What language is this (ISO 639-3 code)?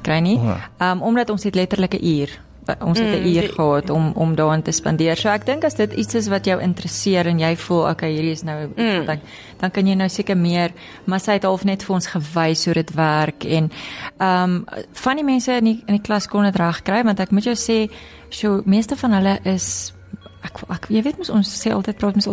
afr